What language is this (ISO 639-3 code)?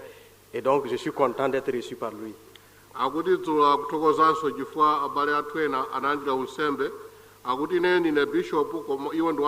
nya